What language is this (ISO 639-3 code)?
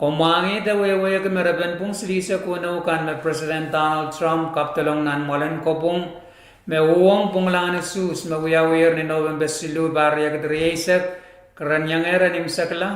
pon